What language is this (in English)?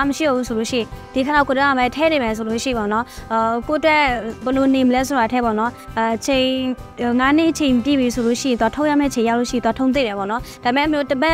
Burmese